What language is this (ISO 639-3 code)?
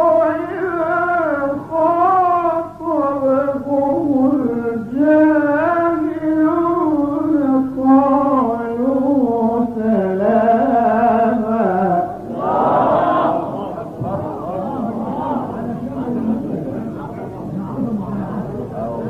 ara